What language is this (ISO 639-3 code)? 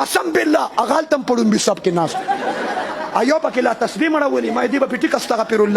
pus